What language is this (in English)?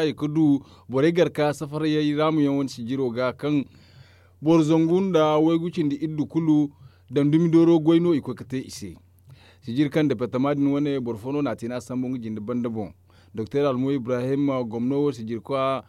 Zarma